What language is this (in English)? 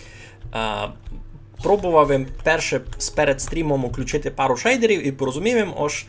Rusyn